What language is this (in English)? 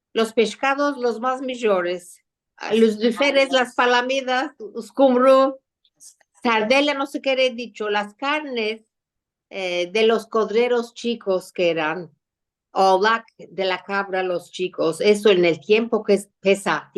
Ladino